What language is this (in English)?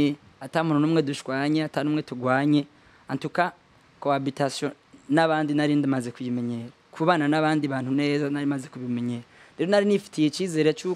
Rundi